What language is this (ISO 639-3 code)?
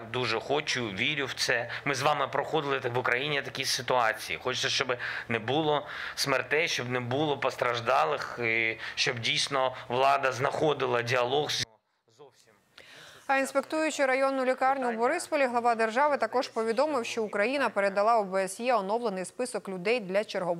ukr